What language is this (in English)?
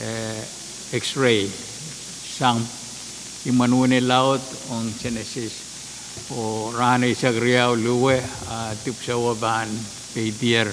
Pohnpeian